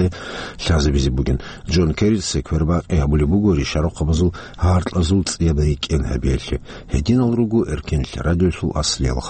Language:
Avaric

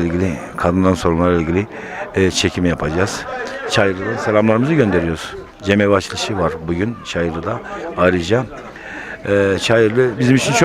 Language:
Zaza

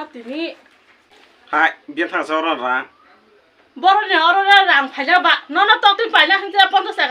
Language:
Kok Borok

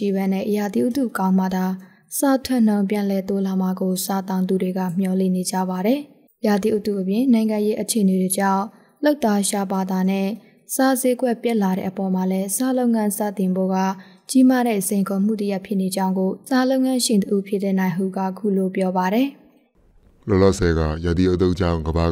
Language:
Burmese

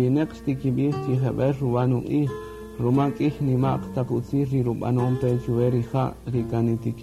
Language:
Kaqchikel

